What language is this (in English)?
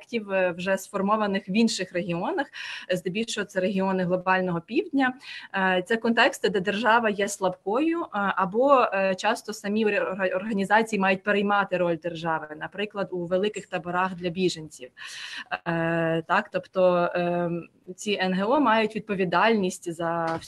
Ukrainian